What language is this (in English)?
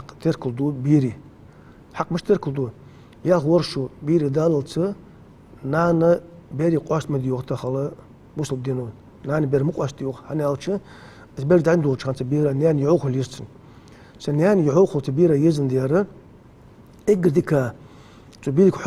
Ingush